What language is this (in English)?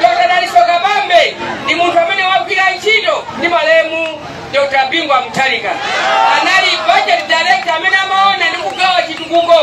Nyanja